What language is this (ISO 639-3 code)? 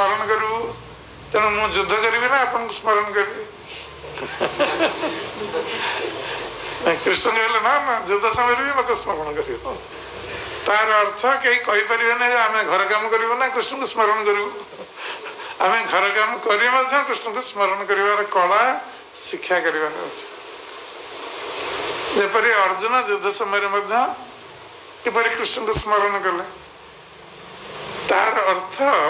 ori